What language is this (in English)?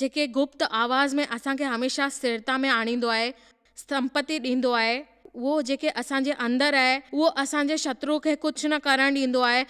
Sindhi